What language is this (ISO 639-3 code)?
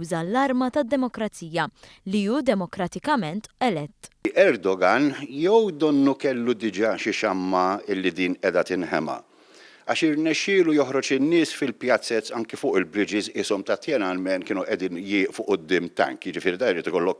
mlt